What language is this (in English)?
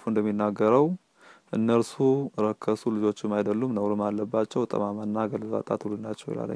Amharic